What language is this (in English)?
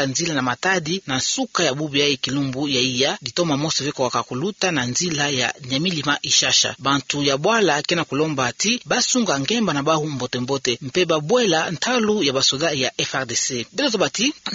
Kituba (Democratic Republic of Congo)